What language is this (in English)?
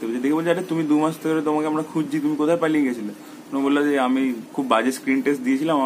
Bangla